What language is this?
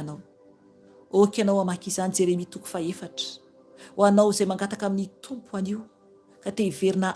Malagasy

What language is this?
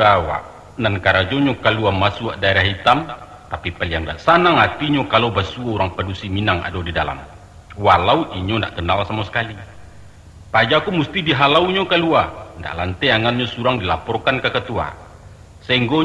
Minangkabau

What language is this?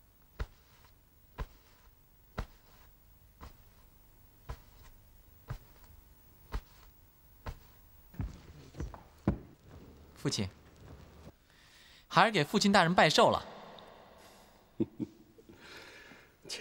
Chinese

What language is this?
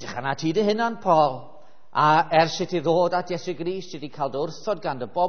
Welsh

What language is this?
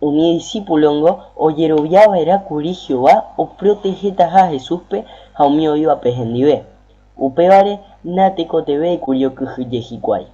Guarani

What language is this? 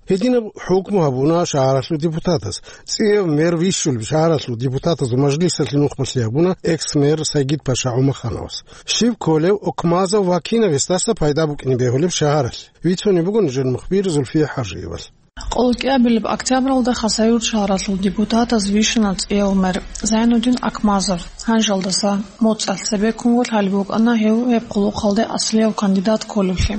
Avaric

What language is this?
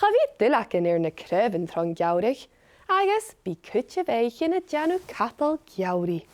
Scottish Gaelic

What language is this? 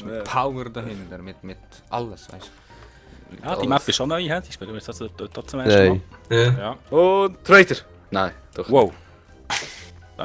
Swiss German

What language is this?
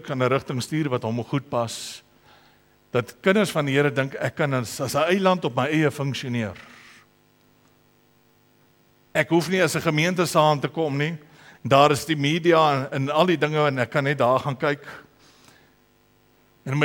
Afrikaans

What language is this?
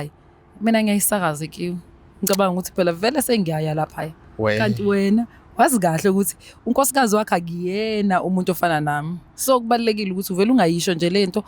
Zulu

